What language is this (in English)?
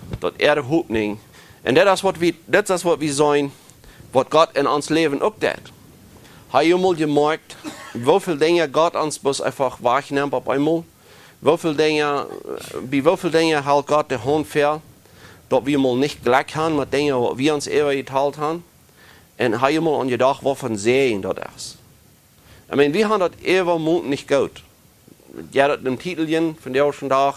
Plautdietsch